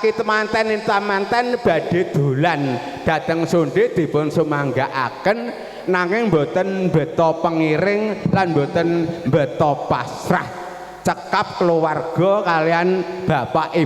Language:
Javanese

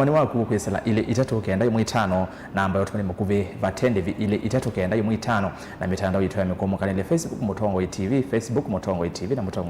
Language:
Kamba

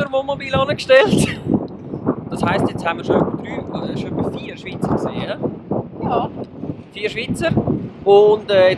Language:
Swiss German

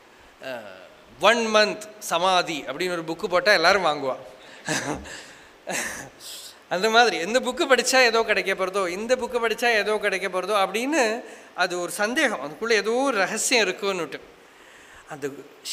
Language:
Tamil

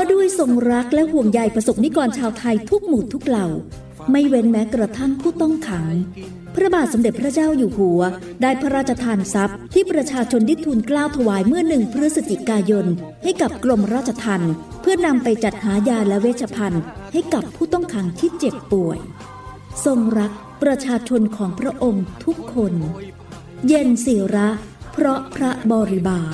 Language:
Thai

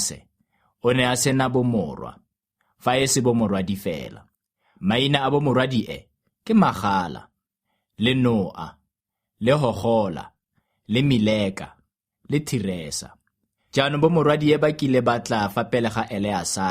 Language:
Tswana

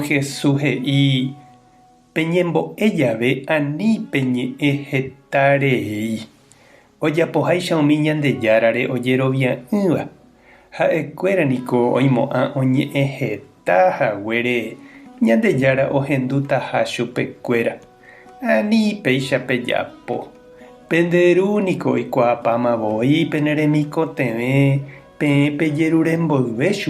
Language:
Guarani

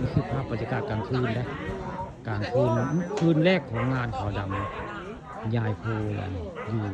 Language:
Northeastern Thai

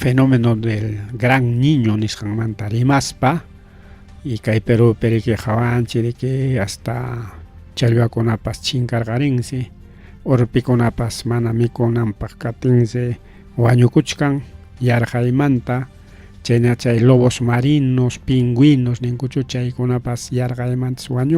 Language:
Ayacucho Quechua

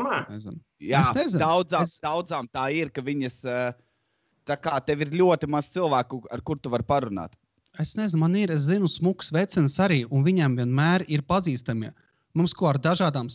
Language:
Latvian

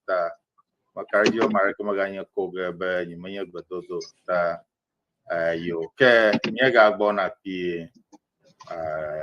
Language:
Ewe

